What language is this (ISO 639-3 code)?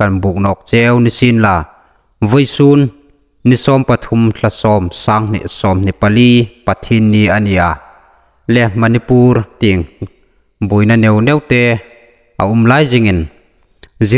hmr